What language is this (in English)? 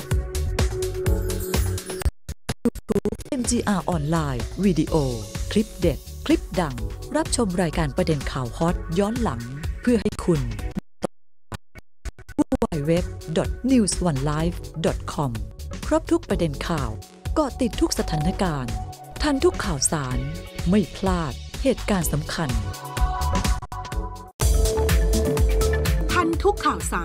Thai